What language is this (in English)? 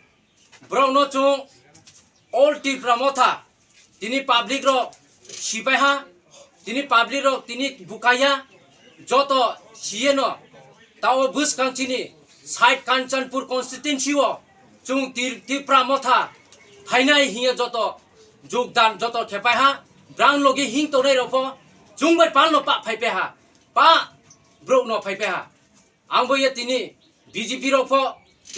Riang (India)